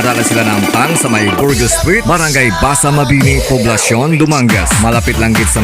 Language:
Hiligaynon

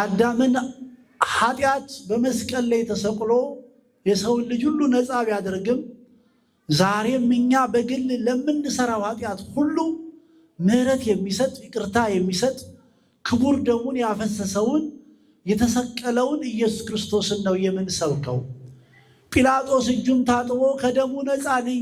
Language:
Amharic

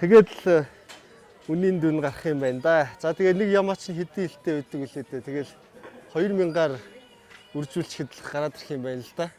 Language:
Mongolian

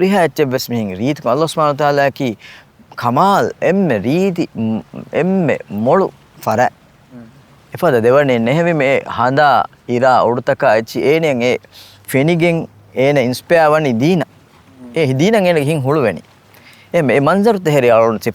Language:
Divehi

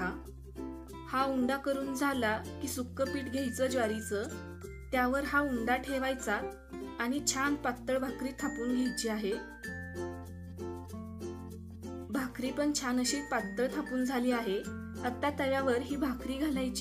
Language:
Marathi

